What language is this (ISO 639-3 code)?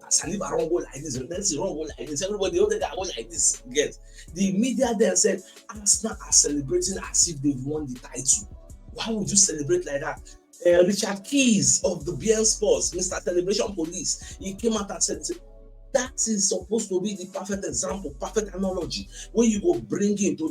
pcm